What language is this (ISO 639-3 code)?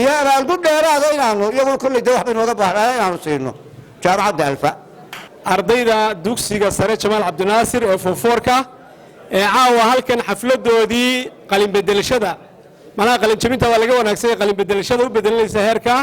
som